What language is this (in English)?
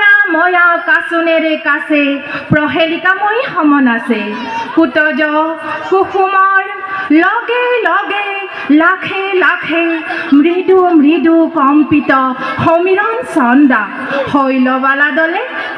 Assamese